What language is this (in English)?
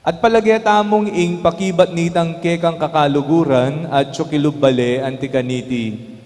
Pampanga